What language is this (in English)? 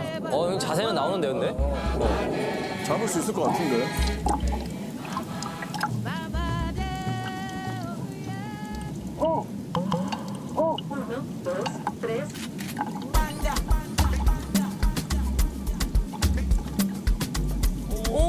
Korean